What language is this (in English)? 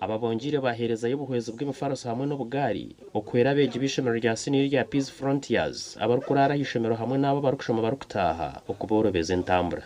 Nyankole